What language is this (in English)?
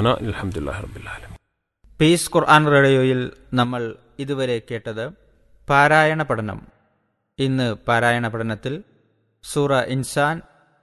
Malayalam